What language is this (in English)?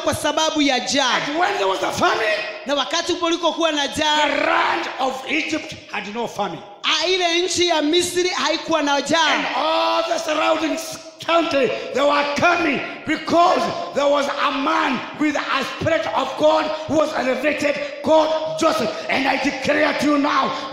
Swahili